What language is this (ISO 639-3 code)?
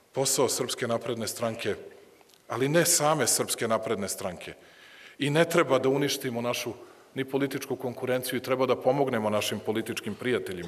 srp